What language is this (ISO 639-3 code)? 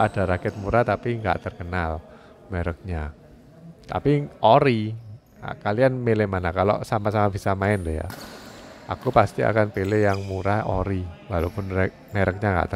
ind